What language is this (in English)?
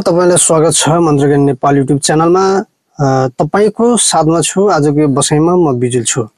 Nepali